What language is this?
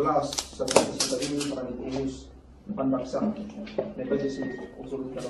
Yakan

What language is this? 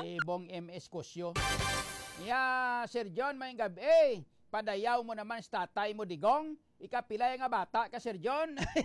Hiligaynon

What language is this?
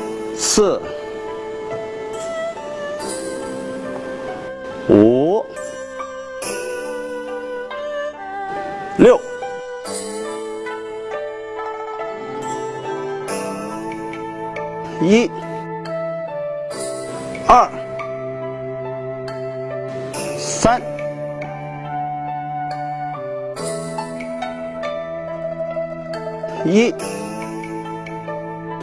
Chinese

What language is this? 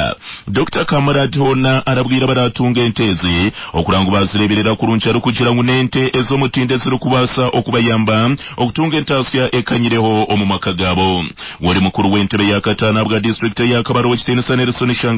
Nyankole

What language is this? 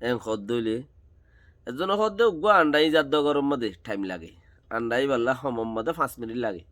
Rohingya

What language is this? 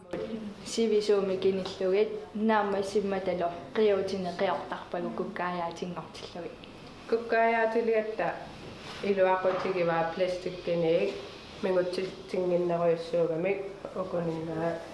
Kalaallisut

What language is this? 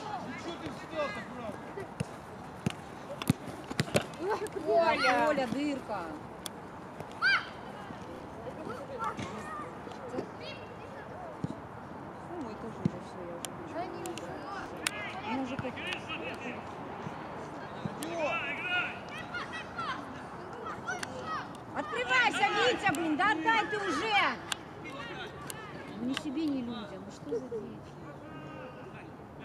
Russian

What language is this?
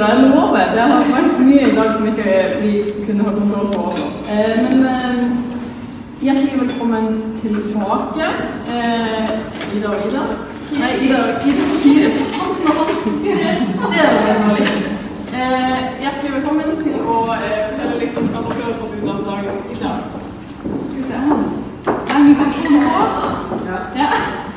Norwegian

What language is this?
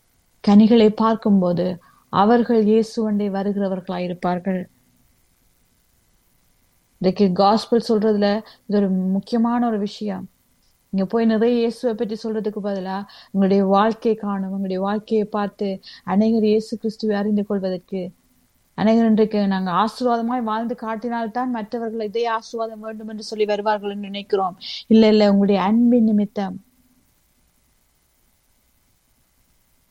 Tamil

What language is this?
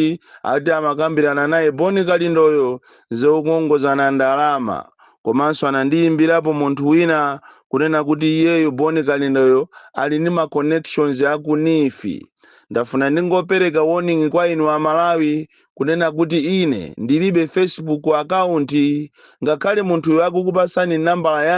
Nyanja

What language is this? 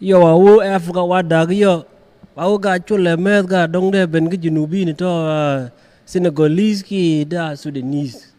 Nuer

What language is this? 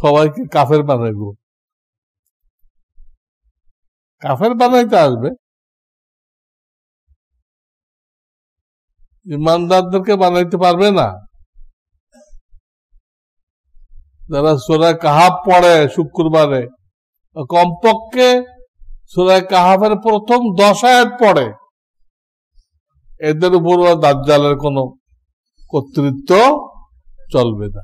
Bangla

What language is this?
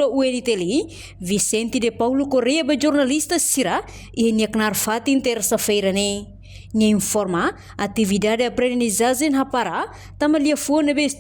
Tetum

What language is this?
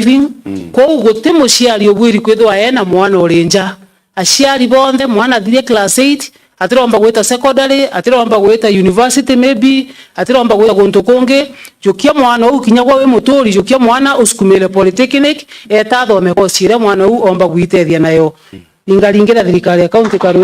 Meru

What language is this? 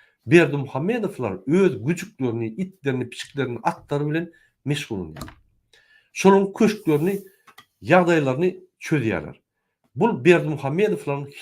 Turkmen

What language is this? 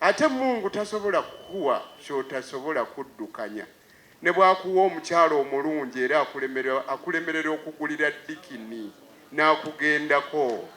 Ganda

